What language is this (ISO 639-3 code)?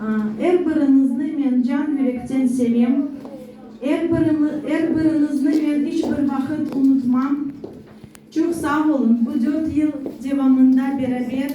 crh